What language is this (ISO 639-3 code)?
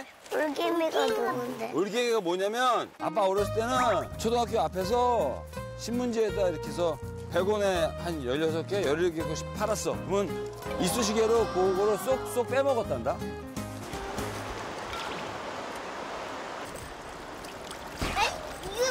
kor